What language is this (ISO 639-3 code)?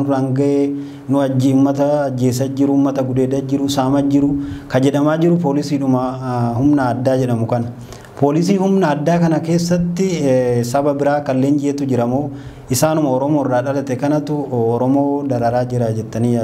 orm